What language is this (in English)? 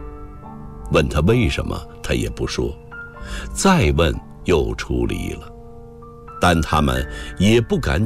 Chinese